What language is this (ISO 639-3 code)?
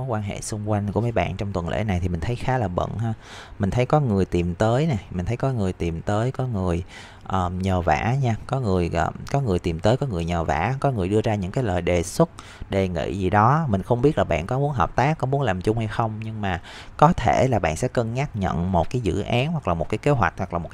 vie